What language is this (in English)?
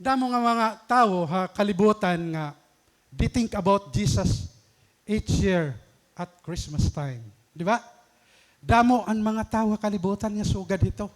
Waray